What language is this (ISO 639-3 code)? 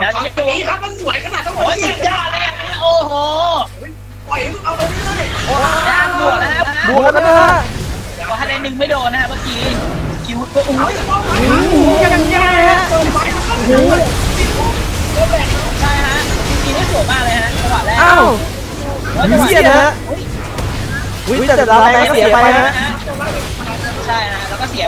tha